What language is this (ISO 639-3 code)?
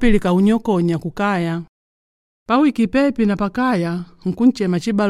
kde